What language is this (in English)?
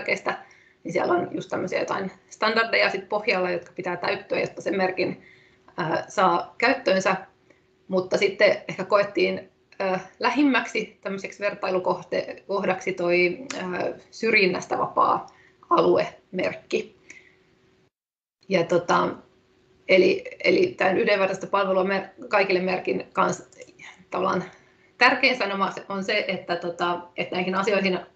Finnish